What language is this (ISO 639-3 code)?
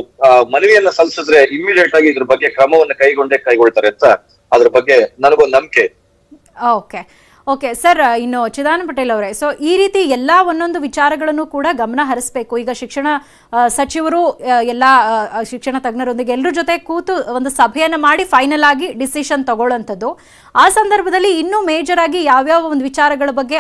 kan